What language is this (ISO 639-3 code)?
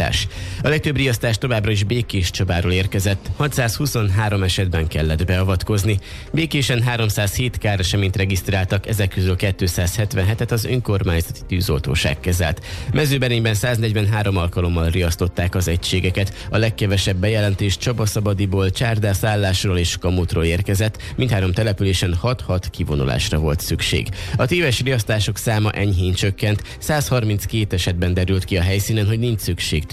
hun